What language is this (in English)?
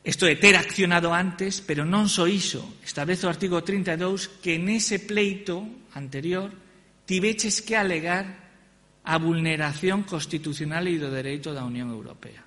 Galician